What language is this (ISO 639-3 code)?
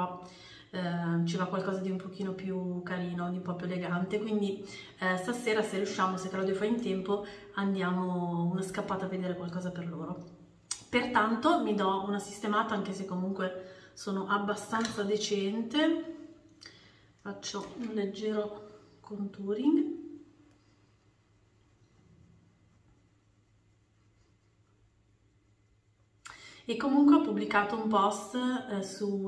ita